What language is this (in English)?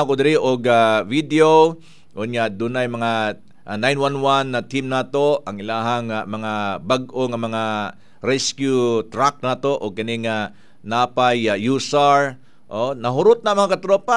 Cebuano